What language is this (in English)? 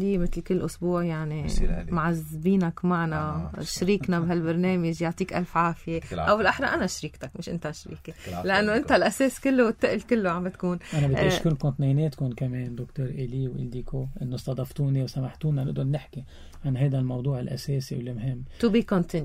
North Levantine Arabic